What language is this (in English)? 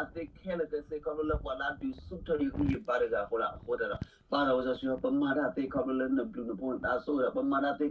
S'gaw Karen